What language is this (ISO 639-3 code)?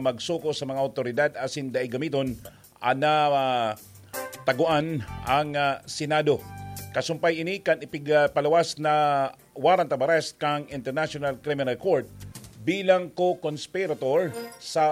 bik